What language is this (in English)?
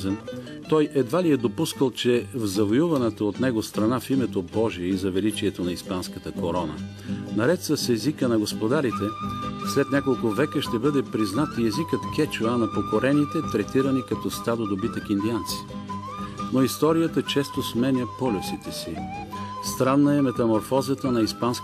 Bulgarian